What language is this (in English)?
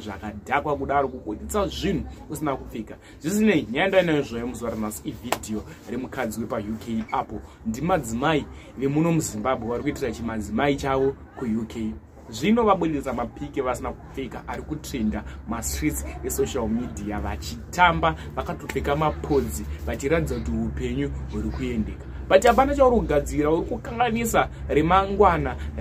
Shona